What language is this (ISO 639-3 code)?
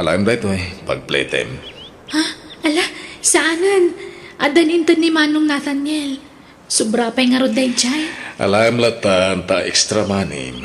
ilo